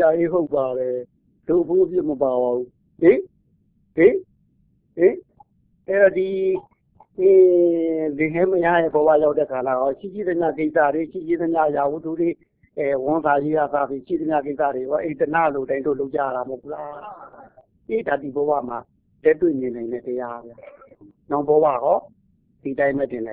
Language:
Burmese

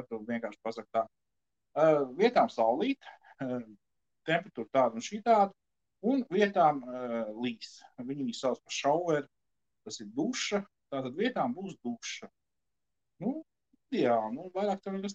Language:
Latvian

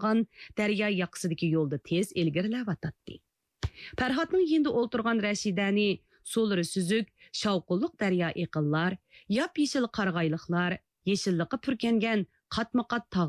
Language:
Uyghur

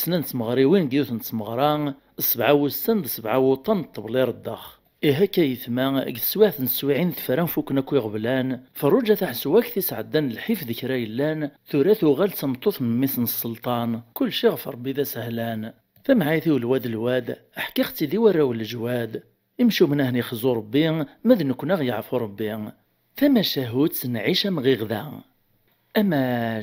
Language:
Kabyle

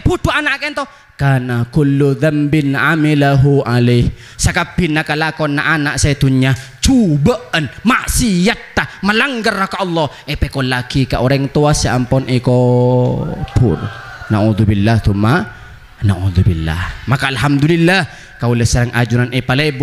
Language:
Madurese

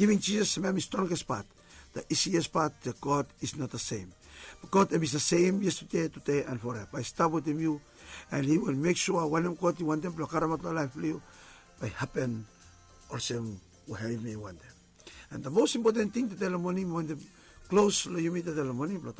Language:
Bislama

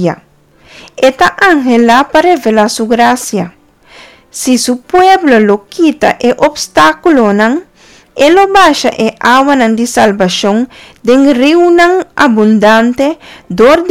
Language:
Papiamento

